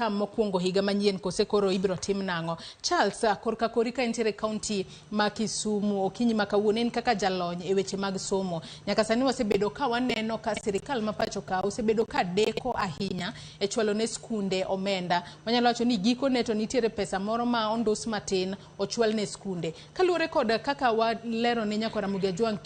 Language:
Luo (Kenya and Tanzania)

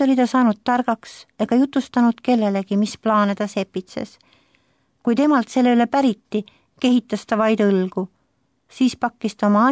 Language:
Estonian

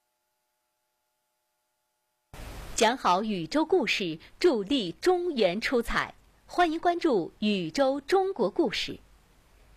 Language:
Chinese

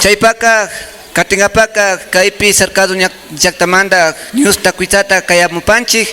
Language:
Imbabura Highland Quichua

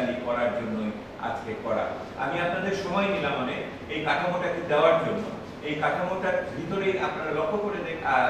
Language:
Bangla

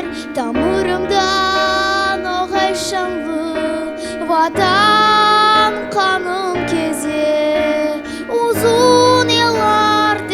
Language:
Crimean Tatar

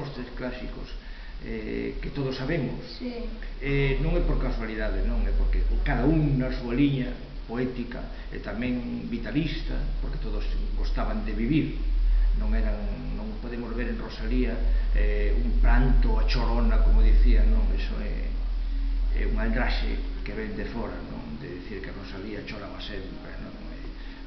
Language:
Galician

